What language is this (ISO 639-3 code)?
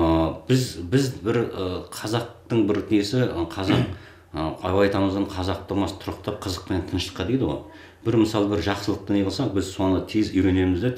kaz